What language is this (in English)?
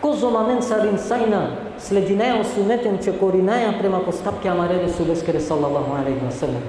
Balkan Romani